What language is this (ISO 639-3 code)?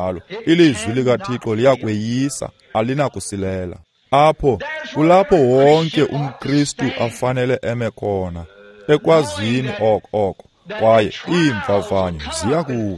xho